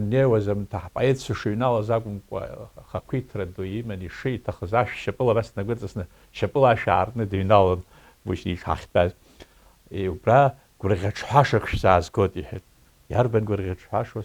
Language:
Abkhazian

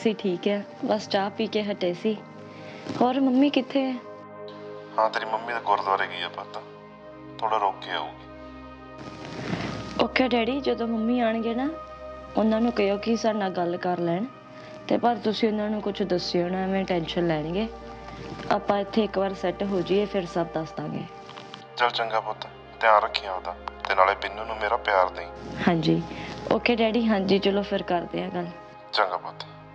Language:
Punjabi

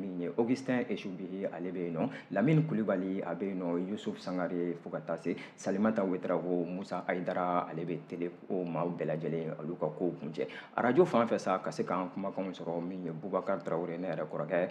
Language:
Bambara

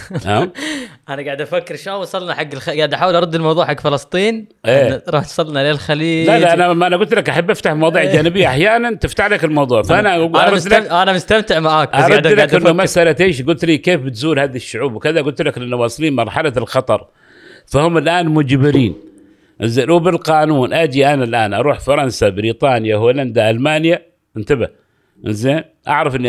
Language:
Gulf Arabic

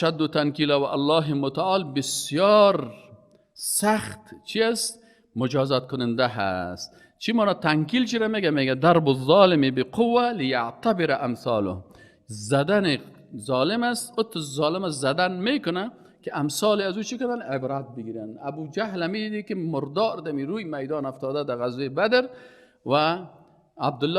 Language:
Persian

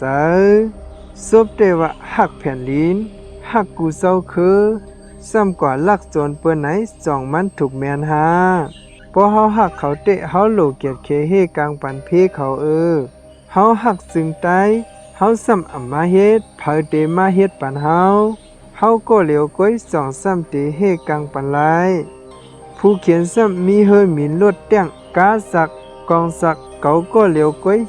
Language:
Shan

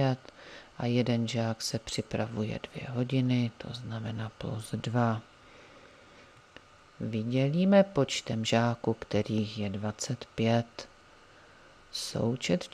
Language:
Czech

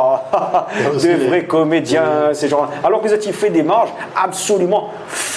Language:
Réunion Creole French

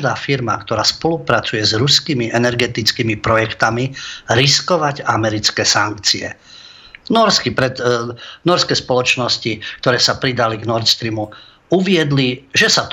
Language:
Slovak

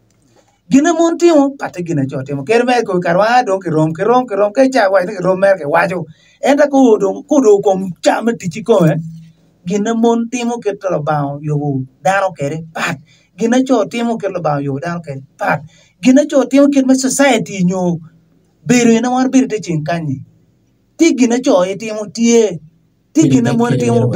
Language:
Acoli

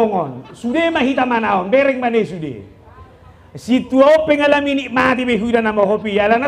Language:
Batak Toba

